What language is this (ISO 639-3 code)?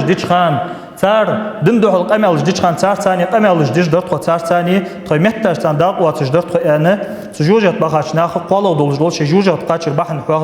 inh